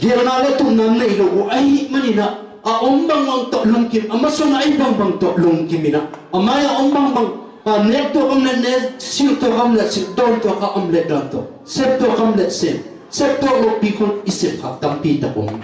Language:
Tedim Chin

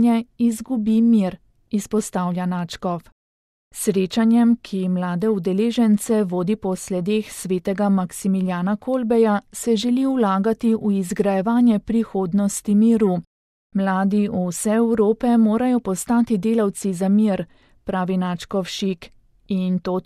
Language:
Slovenian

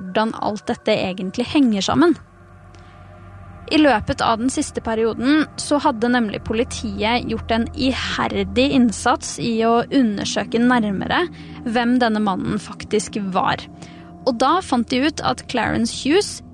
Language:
Norwegian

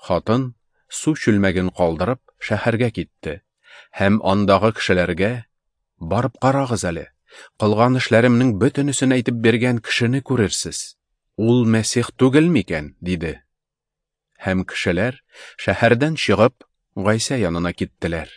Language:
Tatar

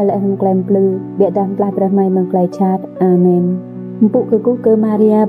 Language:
Rade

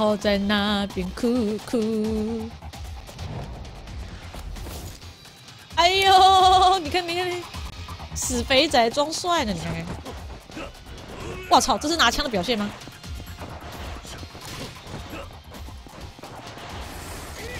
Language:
Chinese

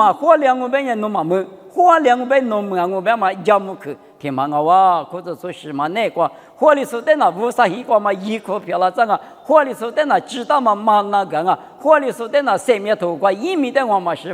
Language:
Lisu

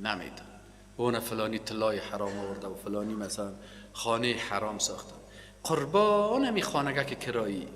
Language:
Persian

